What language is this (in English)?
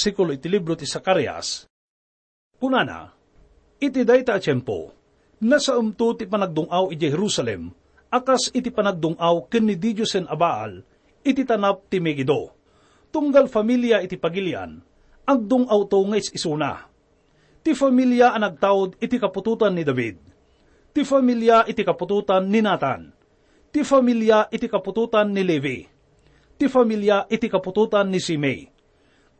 Iloko